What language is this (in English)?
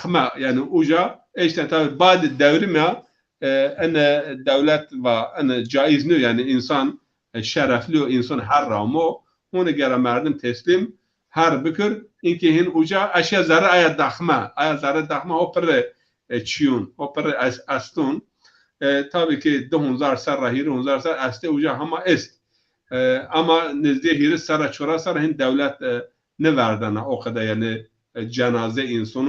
Zaza